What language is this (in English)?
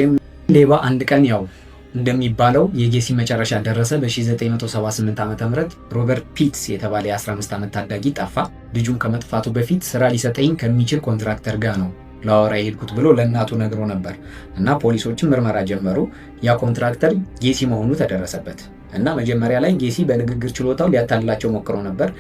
Amharic